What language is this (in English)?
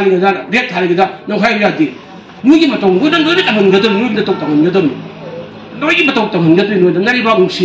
Manipuri